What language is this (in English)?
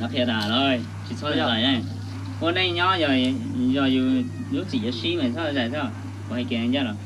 Hmong